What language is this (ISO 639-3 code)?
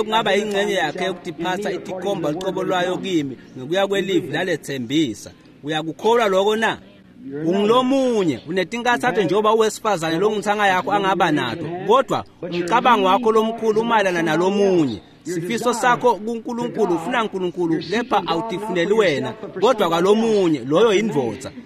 ssw